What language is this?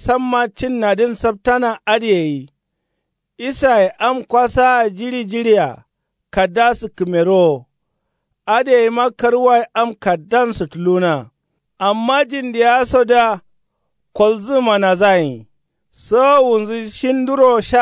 Kanuri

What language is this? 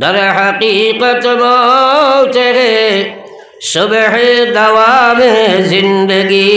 Sylheti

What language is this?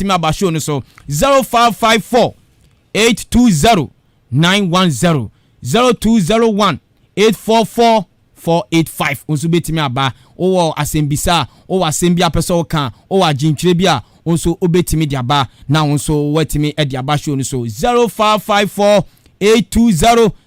Akan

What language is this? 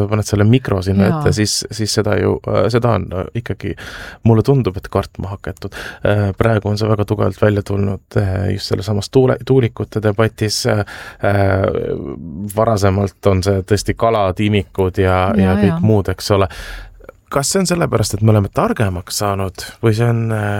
Estonian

